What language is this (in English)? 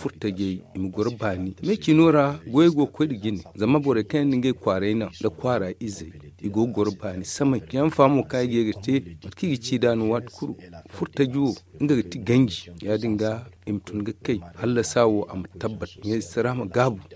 Zarma